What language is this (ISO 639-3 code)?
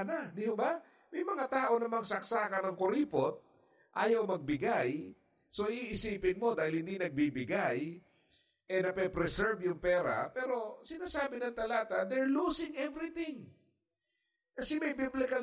fil